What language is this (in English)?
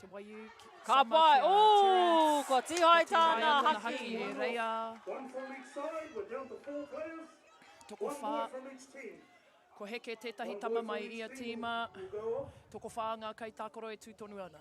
Māori